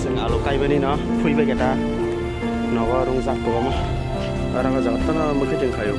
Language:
Kok Borok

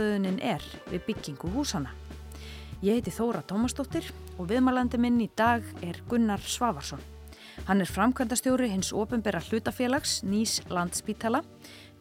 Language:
Icelandic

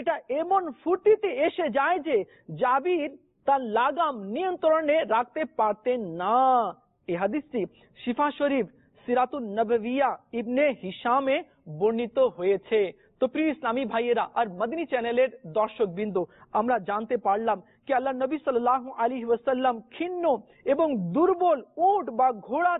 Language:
Bangla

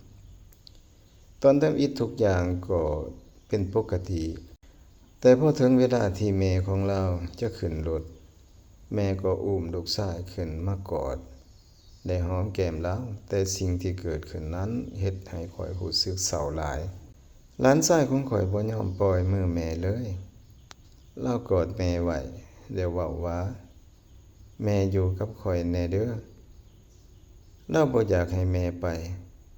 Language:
Lao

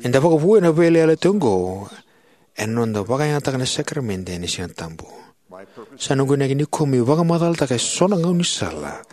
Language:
Fijian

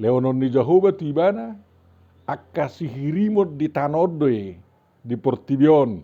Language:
Batak Toba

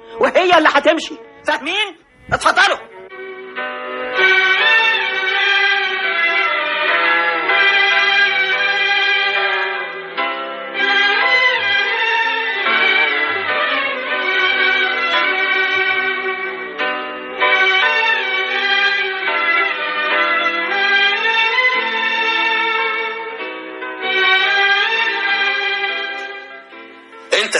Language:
Egyptian Arabic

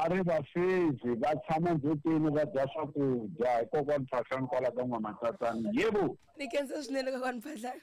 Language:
Tsonga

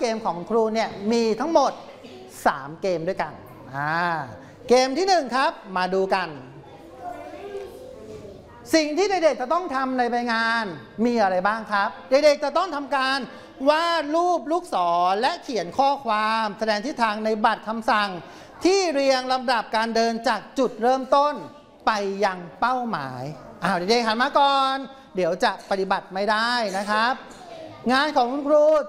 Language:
Thai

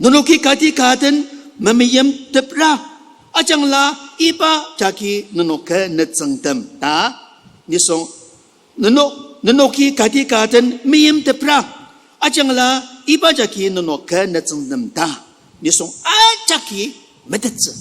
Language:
Ao Naga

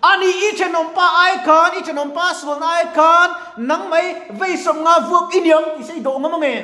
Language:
Mizo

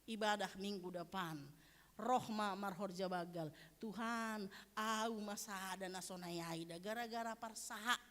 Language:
Batak Simalungun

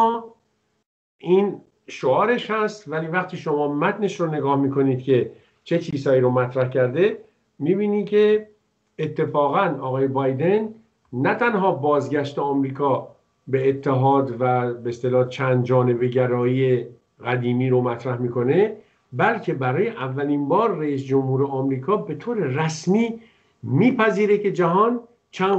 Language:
Persian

